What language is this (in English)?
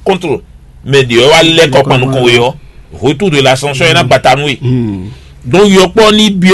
Fon